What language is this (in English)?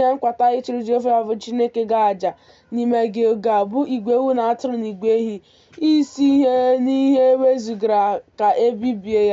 Igbo